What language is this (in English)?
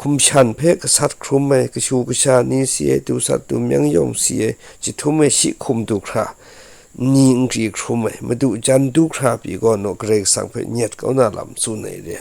Kachin